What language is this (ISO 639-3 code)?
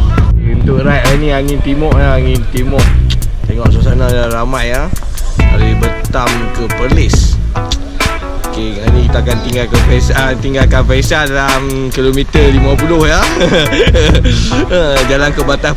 msa